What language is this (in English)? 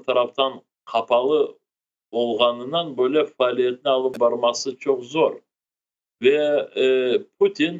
Crimean Tatar